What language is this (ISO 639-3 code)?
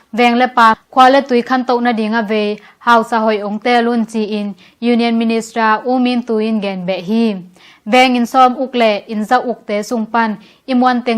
ctd